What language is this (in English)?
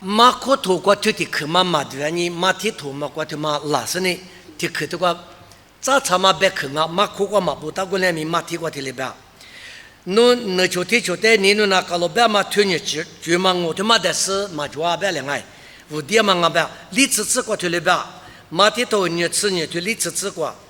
Lisu